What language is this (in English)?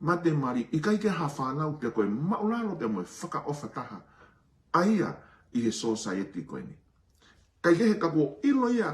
Tongan